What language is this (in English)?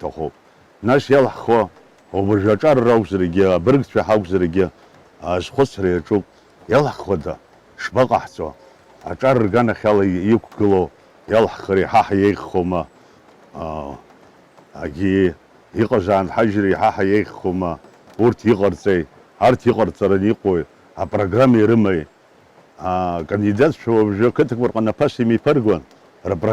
Abkhazian